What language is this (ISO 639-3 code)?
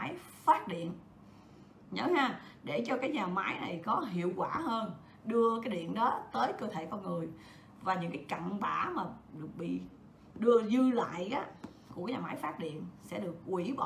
vie